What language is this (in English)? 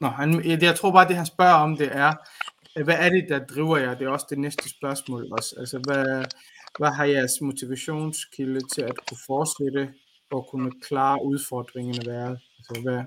Danish